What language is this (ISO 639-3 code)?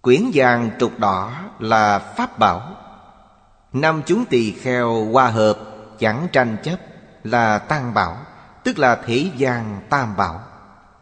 vie